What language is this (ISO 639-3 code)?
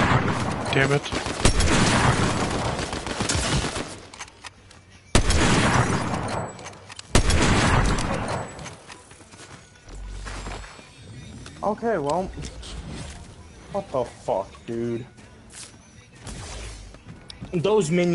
eng